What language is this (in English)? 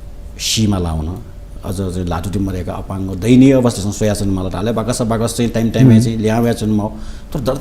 Newari